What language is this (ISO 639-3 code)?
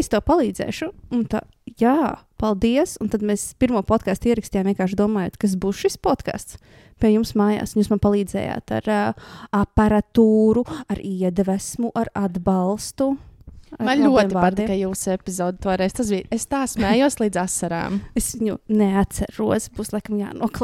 lav